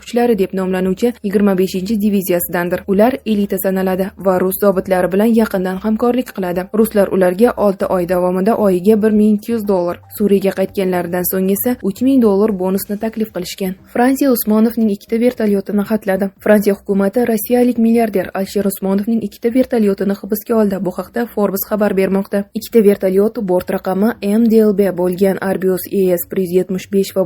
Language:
Uzbek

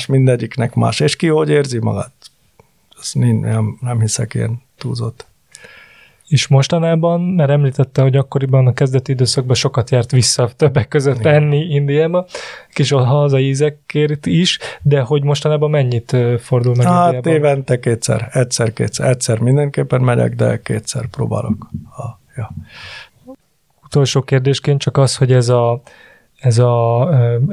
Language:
Hungarian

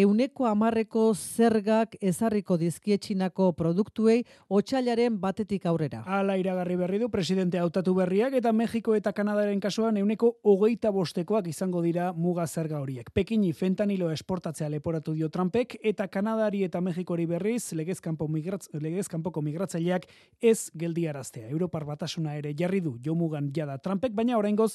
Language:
Basque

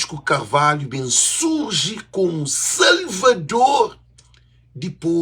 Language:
Kabuverdianu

